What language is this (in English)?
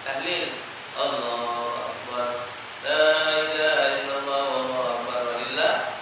Musi